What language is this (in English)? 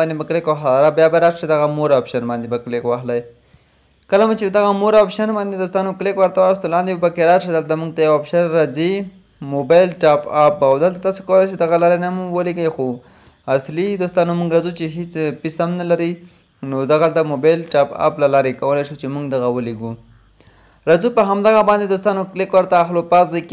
Pashto